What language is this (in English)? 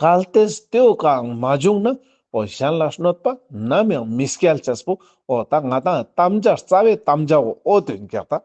Ladakhi